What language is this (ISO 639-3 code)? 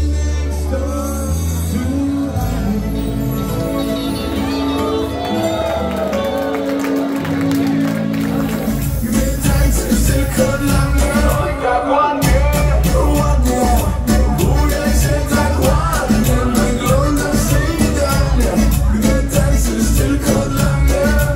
pol